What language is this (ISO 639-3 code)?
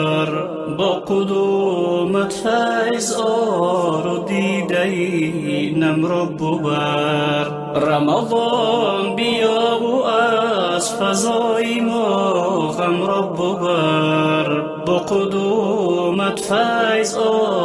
fas